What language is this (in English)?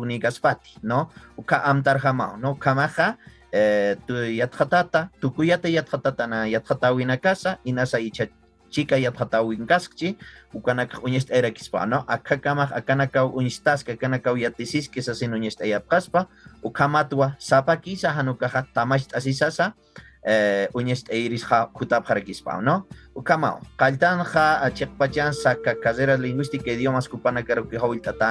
Aymara